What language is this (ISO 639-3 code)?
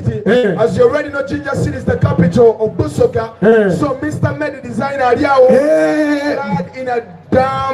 xog